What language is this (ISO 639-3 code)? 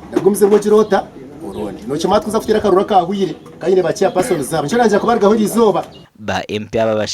nyn